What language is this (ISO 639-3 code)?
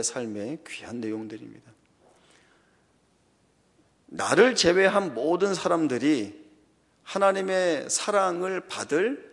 kor